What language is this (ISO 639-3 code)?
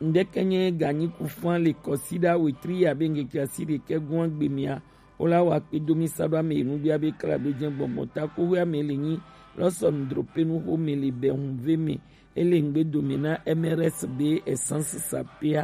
gej